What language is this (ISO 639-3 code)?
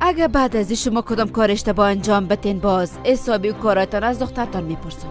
fas